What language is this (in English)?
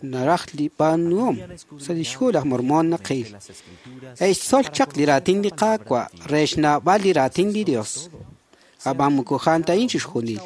Kekchí